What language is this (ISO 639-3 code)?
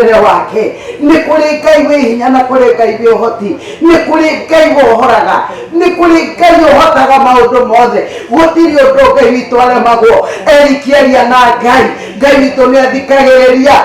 kik